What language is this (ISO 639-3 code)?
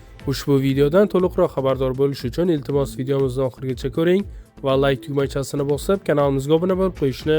uzb